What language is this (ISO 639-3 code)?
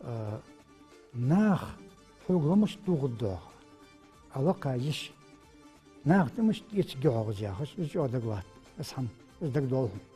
inh